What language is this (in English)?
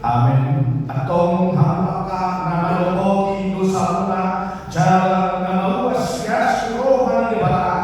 Batak Toba